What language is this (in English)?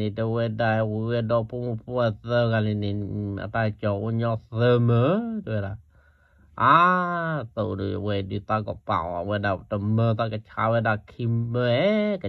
S'gaw Karen